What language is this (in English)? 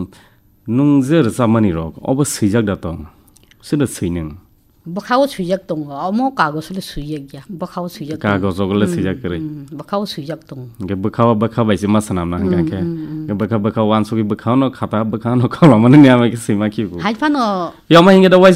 Kok Borok